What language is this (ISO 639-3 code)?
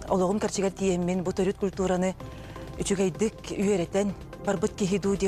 sah